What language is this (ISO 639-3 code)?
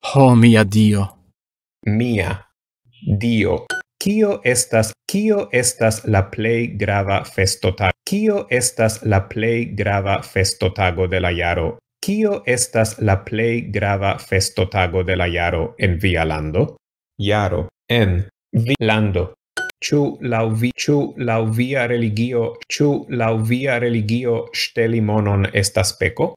epo